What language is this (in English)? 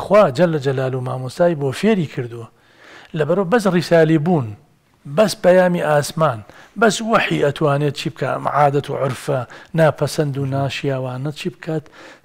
Central Kurdish